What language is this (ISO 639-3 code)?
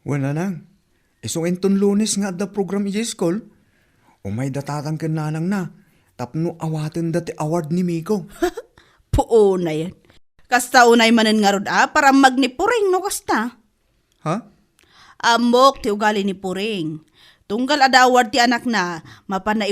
ilo